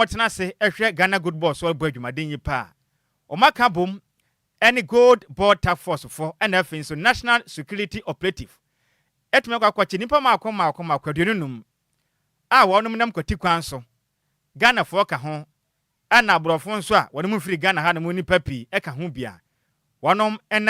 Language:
Akan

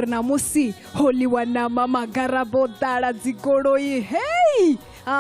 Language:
Venda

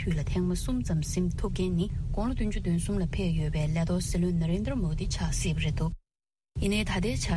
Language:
Tibetan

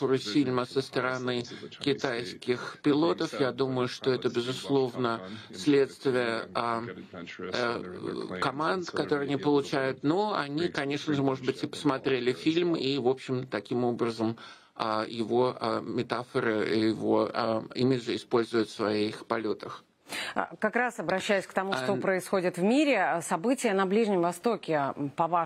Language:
Russian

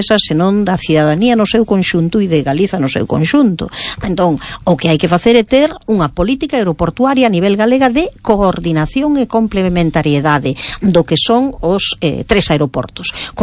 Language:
Galician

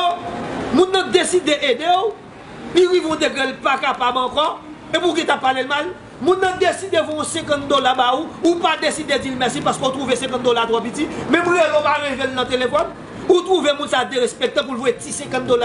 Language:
Haitian Creole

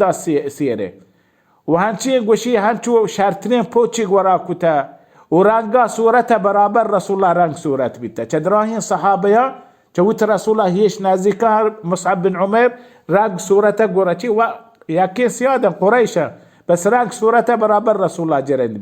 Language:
Baluchi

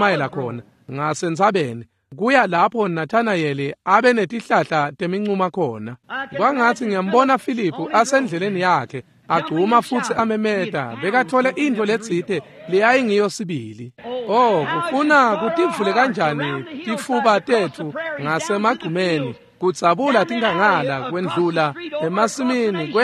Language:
Swati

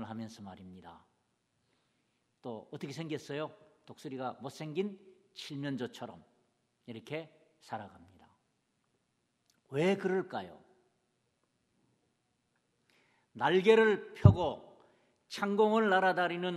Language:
Korean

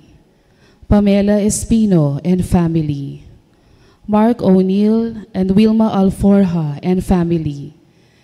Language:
Pampanga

